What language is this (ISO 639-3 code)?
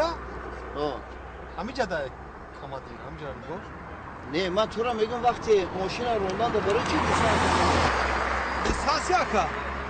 tgk